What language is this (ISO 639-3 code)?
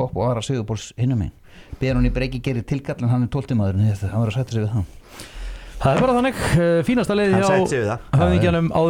isl